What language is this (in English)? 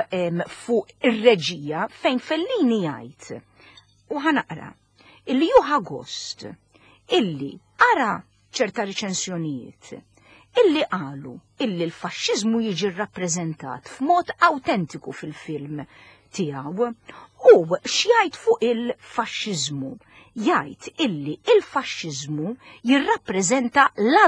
Maltese